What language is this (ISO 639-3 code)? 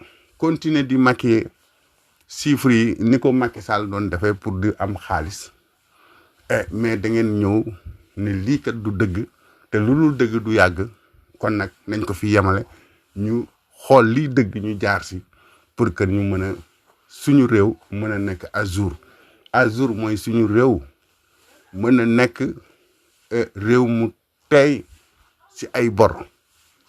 wol